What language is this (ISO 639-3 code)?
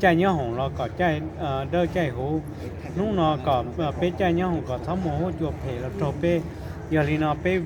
hmn